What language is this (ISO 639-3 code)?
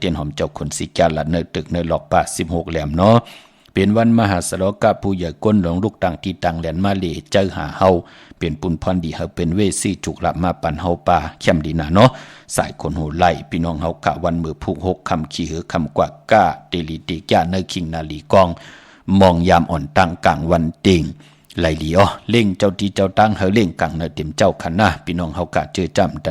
shn